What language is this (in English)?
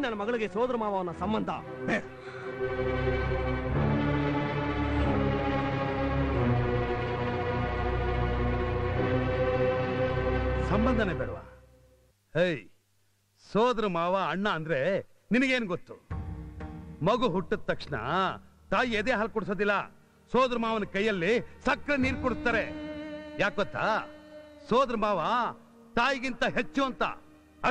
Kannada